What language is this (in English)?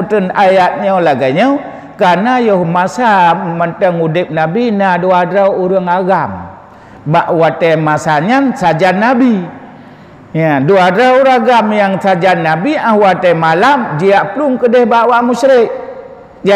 Achinese